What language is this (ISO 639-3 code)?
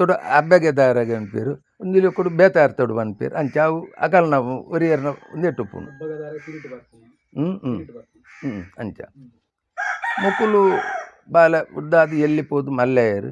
tcy